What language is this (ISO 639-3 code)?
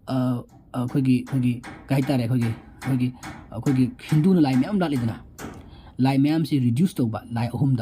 mni